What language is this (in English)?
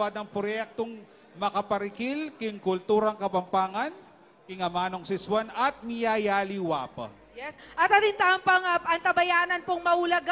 Pampanga